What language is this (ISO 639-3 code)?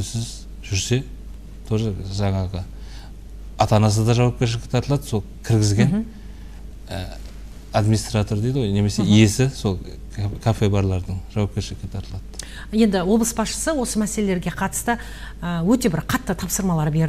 kaz